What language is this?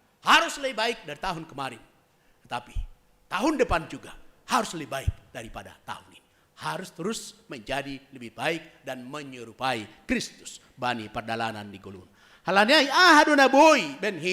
Batak Simalungun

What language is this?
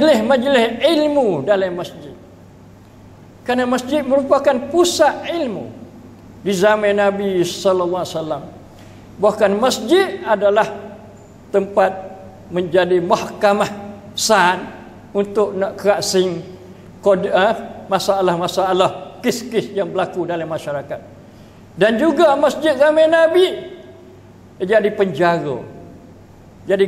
Malay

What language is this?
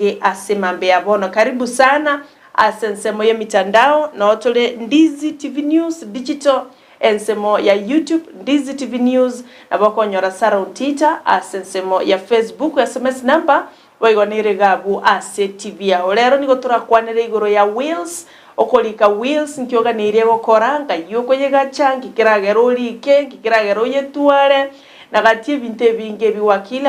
Gusii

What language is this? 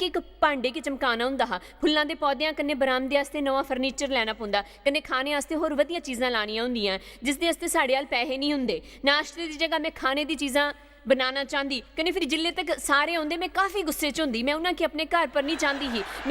Dogri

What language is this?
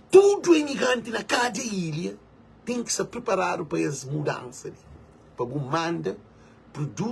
Kabuverdianu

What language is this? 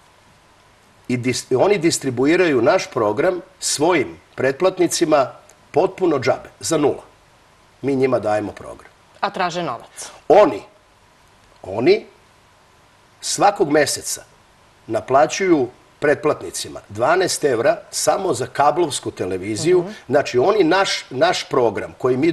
Serbian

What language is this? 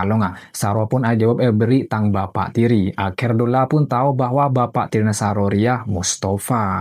Madurese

